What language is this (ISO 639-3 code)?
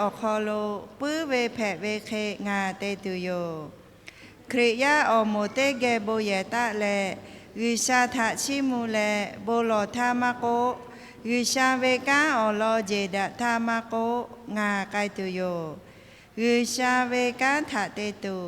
lhu